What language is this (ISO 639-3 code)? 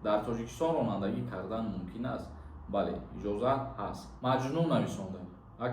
tgk